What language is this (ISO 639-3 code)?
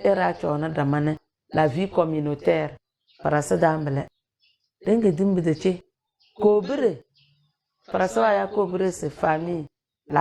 kdh